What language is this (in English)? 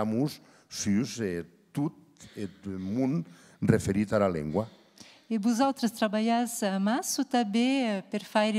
Occitan